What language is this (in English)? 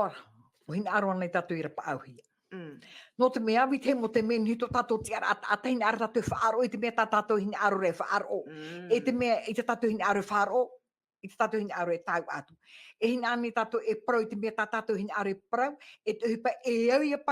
Tahitian